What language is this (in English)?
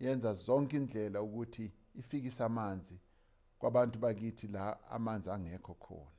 Zulu